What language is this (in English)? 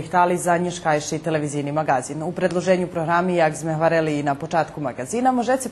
Rusyn